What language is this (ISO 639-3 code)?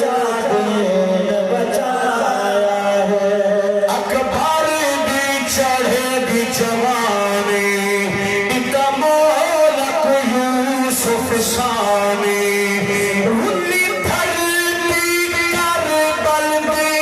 skr